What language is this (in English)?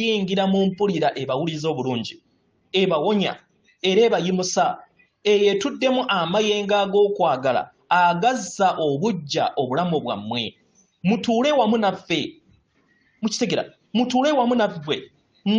Ganda